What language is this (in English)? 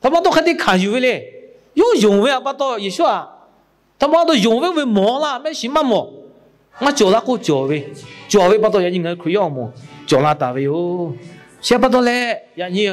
Lahu